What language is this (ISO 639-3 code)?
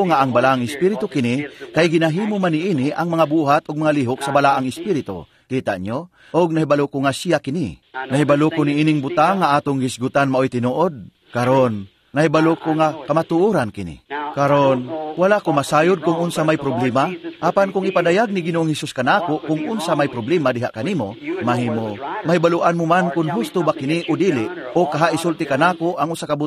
ceb